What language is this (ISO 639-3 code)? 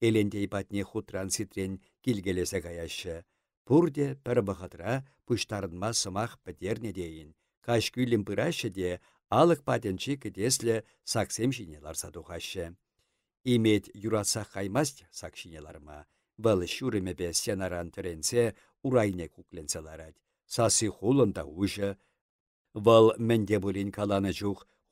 chv